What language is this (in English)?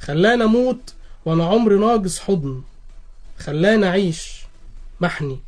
Egyptian Arabic